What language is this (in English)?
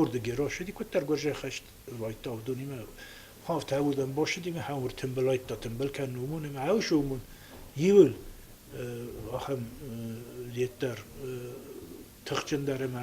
Ossetic